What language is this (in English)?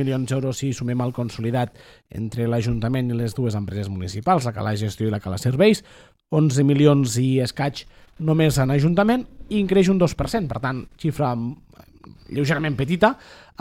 Catalan